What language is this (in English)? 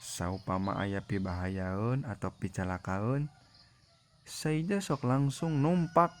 Sundanese